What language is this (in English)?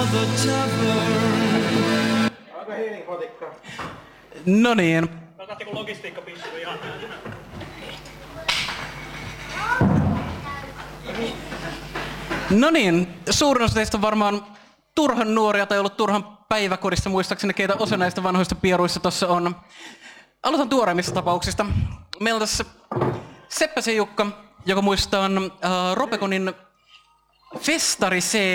Finnish